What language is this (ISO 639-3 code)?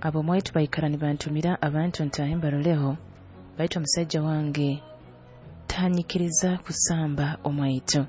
nyo